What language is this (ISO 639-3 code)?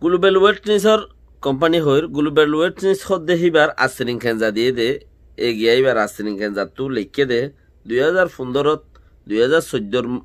rhg